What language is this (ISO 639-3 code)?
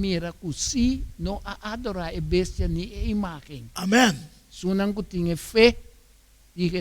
pap